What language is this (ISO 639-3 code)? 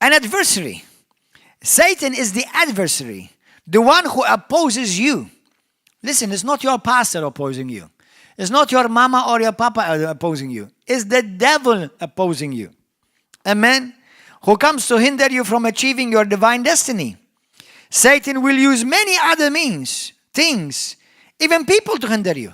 eng